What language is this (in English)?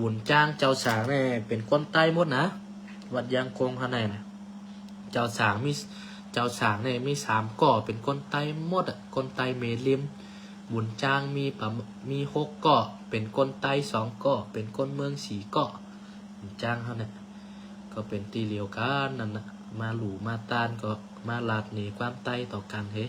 Shan